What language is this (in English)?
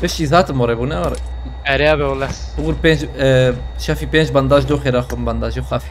Kurdish